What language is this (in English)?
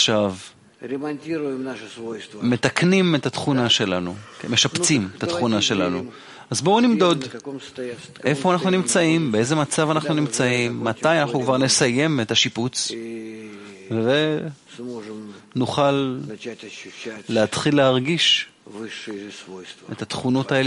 Hebrew